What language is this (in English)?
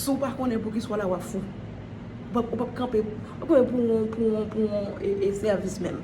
Haitian Creole